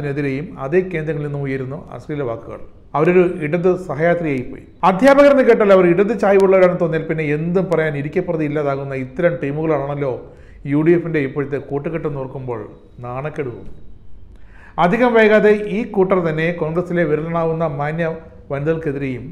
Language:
Malayalam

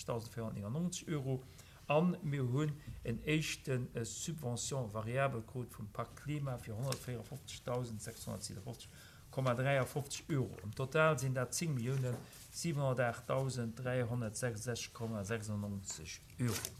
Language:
Luxembourgish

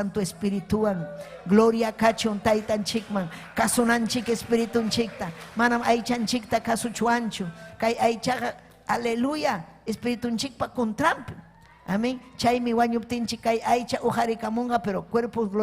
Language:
Ayacucho Quechua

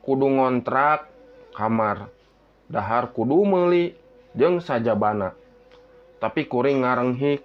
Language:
Sundanese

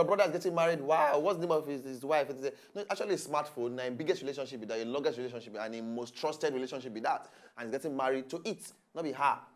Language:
Nigerian Pidgin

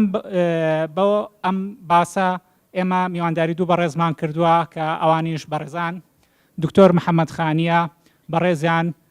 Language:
Central Kurdish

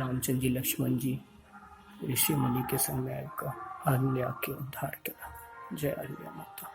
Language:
Maithili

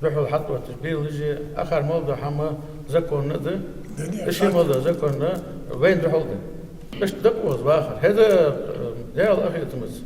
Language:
Ingush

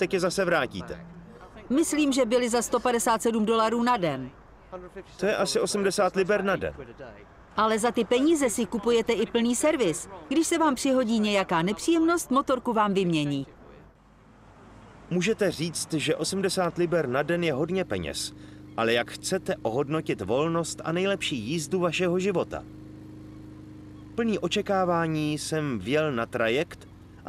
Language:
Czech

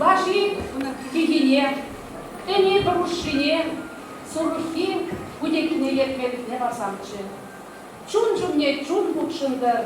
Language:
Chuvash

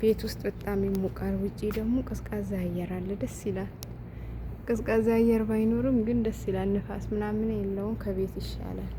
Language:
Amharic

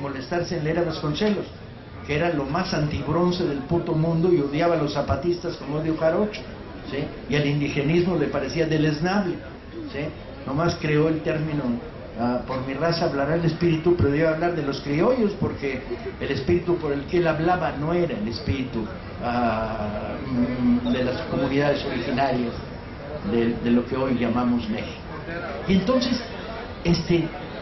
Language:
Spanish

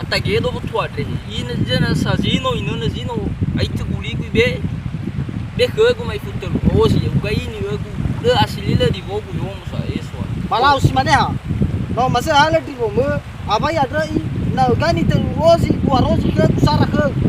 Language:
Nias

